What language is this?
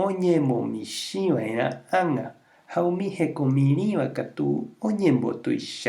Guarani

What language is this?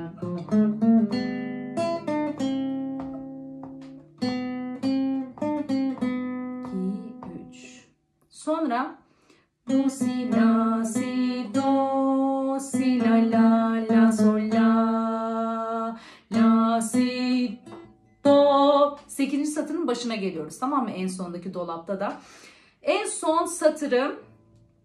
Turkish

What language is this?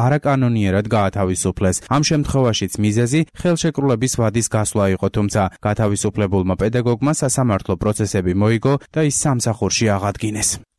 Georgian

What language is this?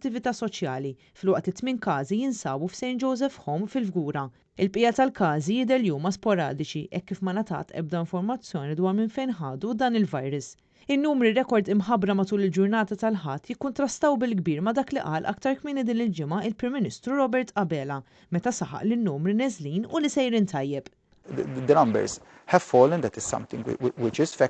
Maltese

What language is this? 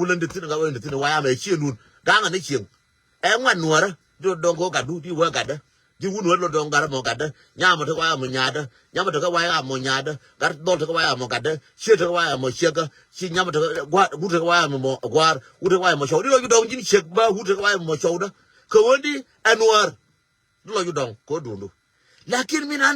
Nuer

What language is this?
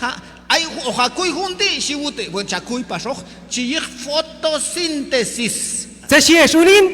Q'anjob'al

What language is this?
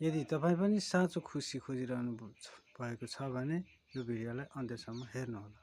Nepali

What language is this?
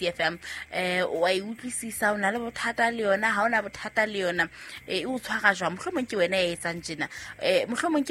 Southern Sotho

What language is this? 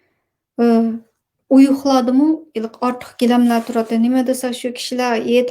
Uyghur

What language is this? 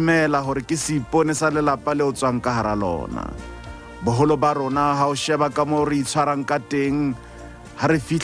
Southern Sotho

